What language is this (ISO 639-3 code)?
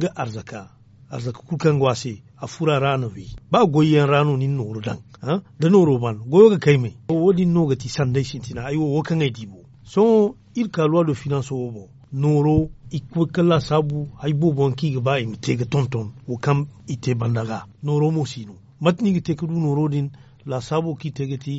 dje